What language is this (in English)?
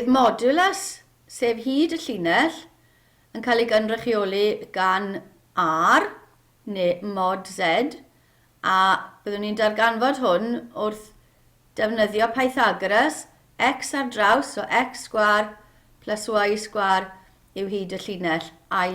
Welsh